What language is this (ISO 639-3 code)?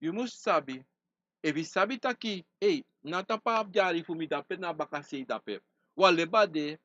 srn